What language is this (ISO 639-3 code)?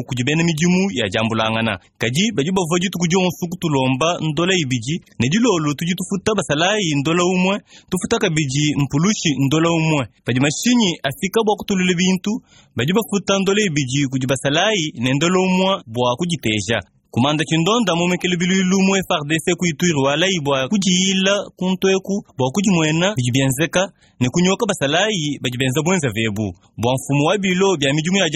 lua